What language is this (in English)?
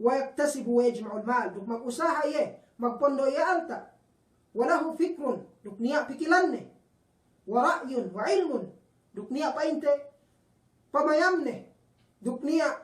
Yakan